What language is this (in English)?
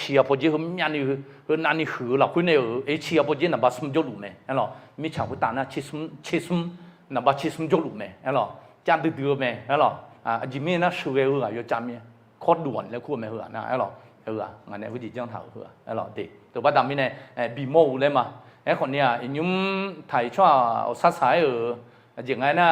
Akha